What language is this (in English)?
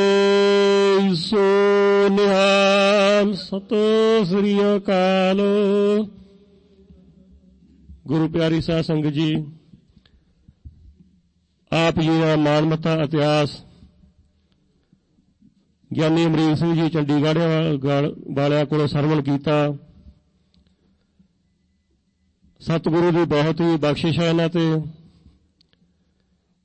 Punjabi